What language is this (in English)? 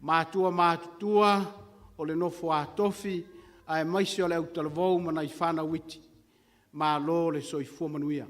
Samoan